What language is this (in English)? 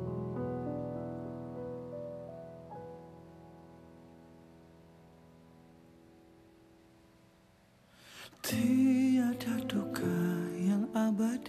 Malay